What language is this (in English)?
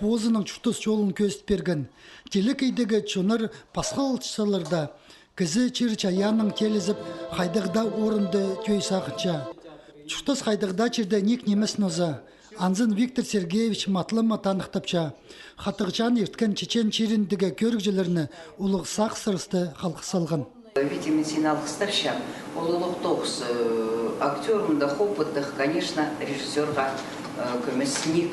Khakas